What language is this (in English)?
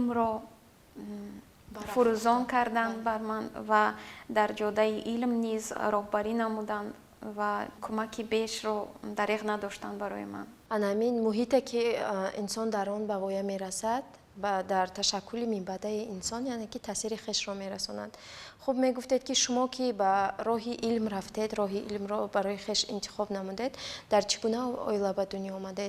Tajik